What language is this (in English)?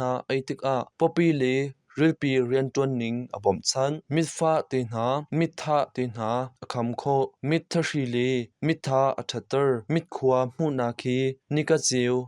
Hakha Chin